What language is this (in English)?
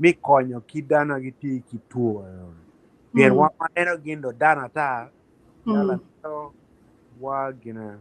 Acoli